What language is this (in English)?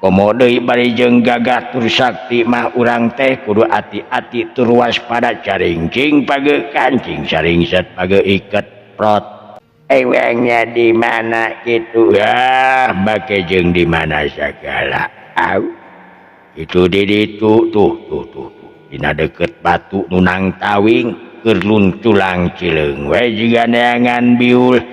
Sundanese